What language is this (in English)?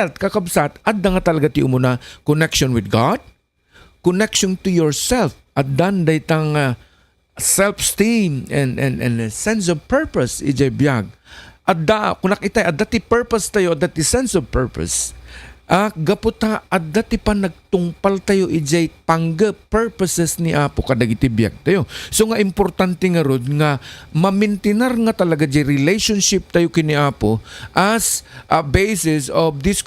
Iloko